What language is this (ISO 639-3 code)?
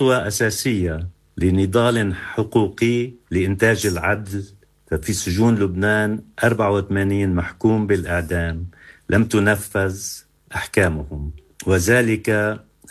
ara